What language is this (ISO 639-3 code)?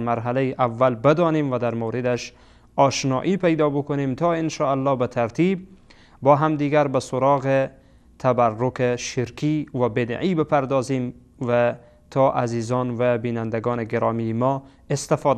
fas